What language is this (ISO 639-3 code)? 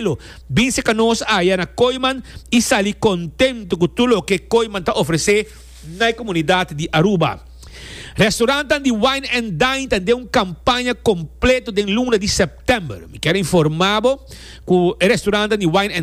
pap